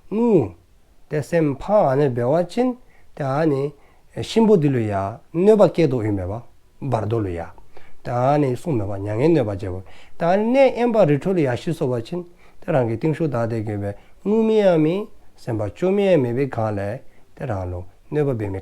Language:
Dzongkha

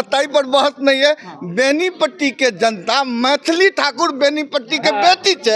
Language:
Maithili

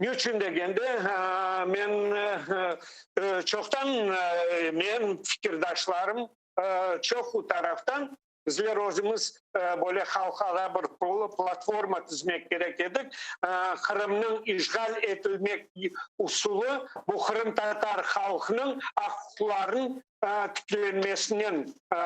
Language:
Crimean Tatar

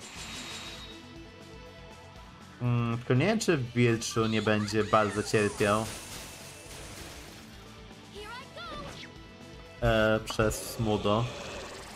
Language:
Polish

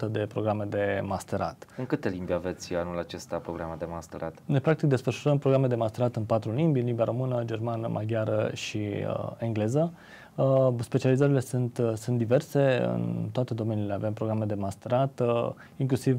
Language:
Romanian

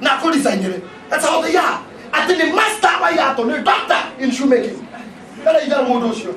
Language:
Kikuyu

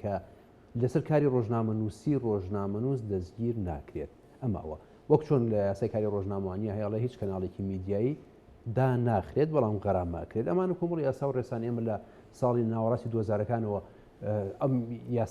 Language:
Central Kurdish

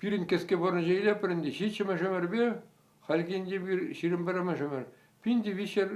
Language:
Chuvash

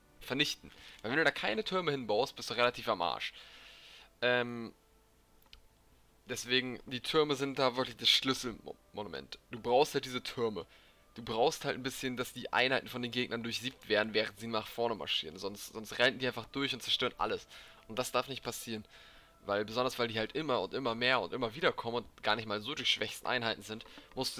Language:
German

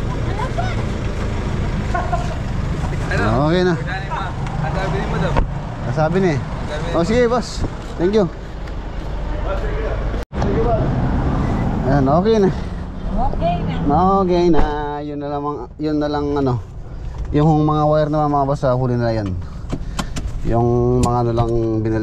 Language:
Filipino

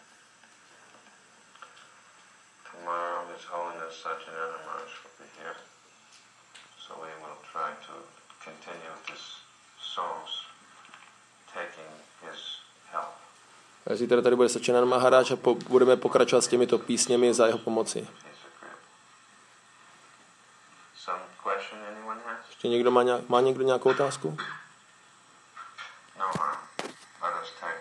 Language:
Czech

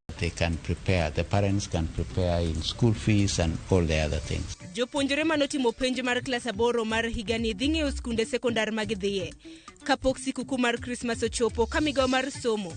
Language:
Luo (Kenya and Tanzania)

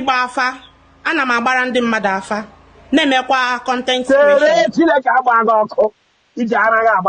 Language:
Igbo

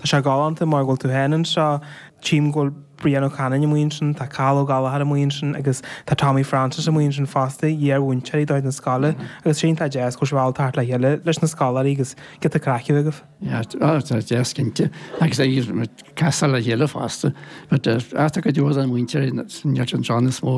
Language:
Irish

